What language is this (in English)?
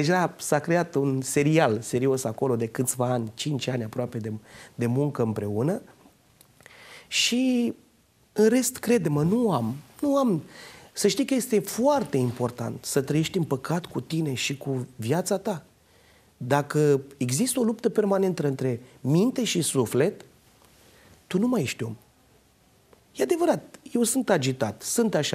Romanian